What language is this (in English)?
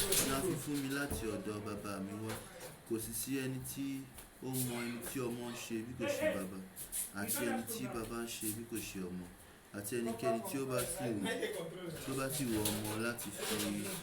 Yoruba